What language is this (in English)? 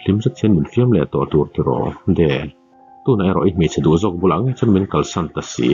Mizo